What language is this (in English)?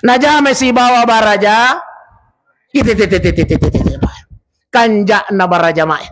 Buginese